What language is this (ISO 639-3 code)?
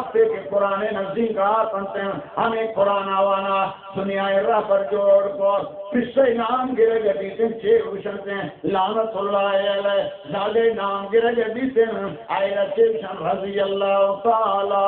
bal